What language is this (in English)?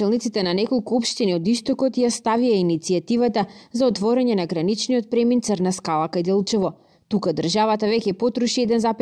Macedonian